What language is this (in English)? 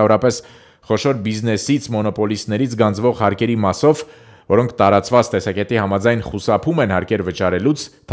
Armenian